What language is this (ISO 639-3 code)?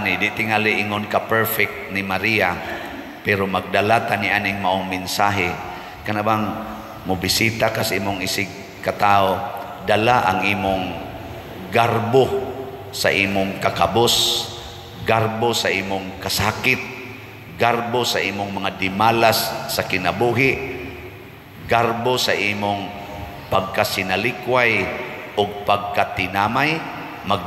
ceb